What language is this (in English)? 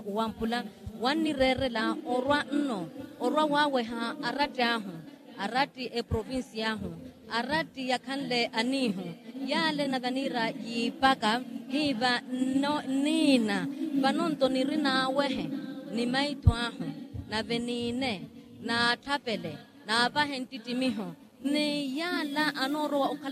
Makhuwa